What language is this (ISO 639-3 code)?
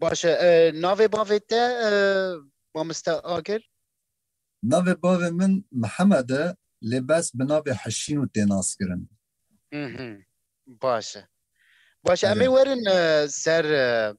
kur